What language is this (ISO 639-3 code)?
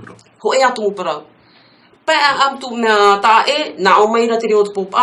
tah